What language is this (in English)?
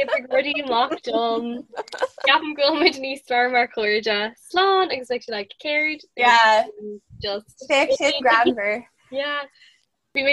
Irish